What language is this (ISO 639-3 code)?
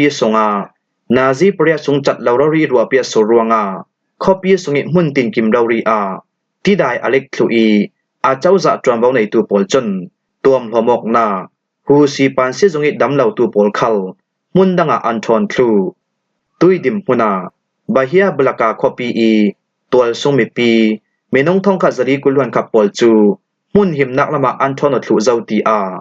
cfm